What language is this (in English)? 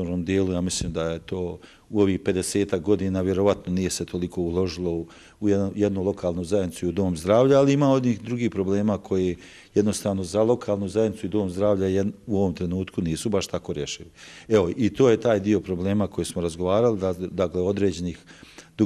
Croatian